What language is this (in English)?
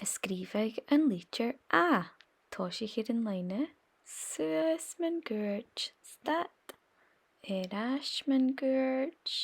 Scottish Gaelic